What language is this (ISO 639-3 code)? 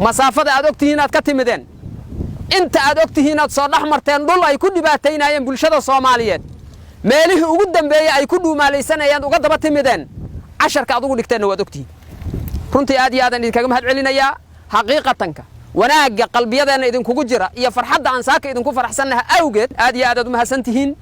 som